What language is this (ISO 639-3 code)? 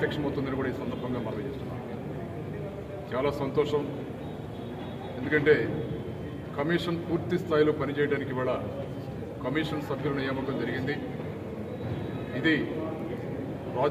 tel